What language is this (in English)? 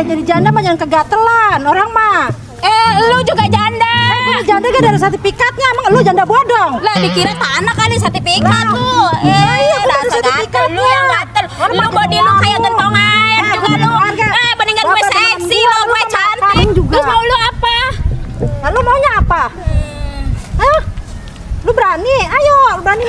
Betawi